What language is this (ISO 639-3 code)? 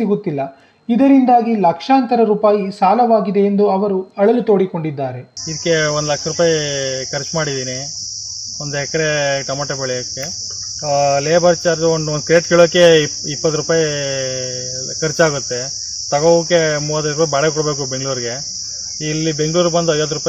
kan